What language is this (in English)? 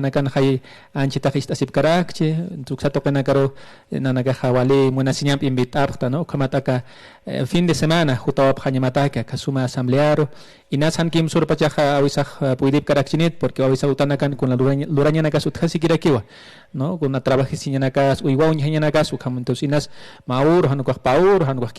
Aymara